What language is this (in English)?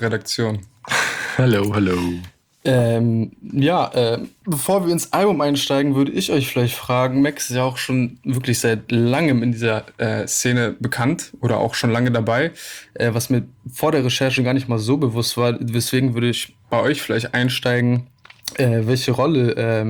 German